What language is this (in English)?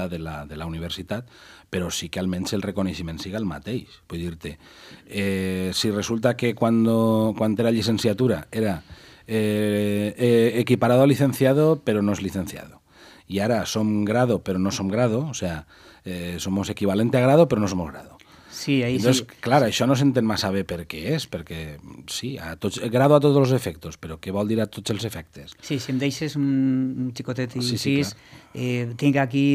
Catalan